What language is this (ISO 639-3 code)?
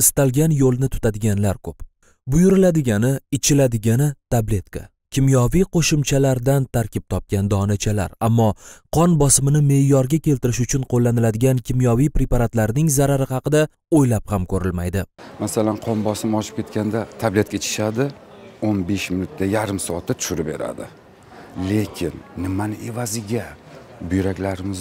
uzb